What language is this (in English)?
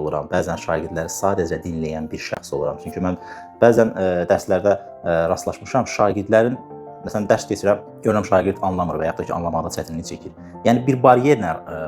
Azerbaijani